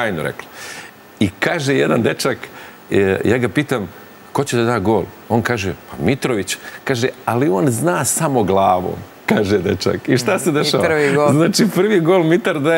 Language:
Serbian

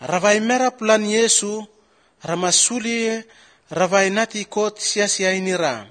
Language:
Basque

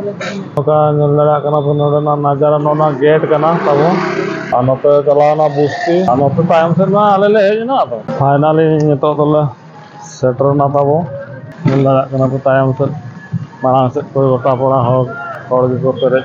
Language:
Santali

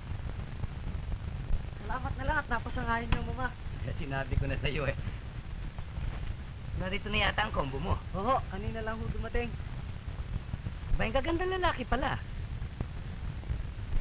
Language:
Filipino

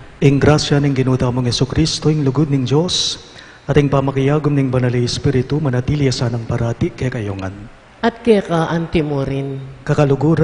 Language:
Pampanga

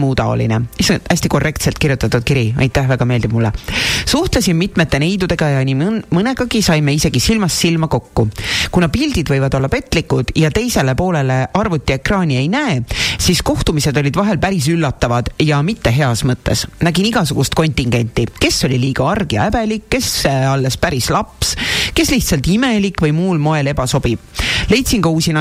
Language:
Estonian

